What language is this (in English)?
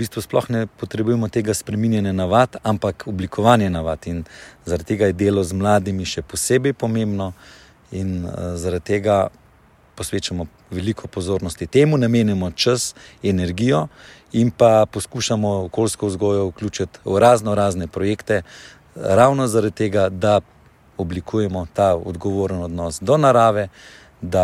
Slovenian